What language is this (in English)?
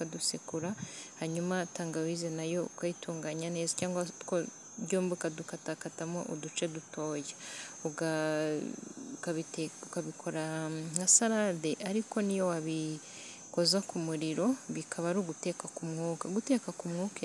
Kinyarwanda